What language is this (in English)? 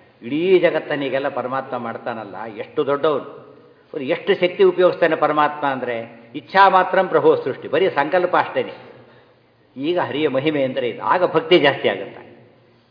Kannada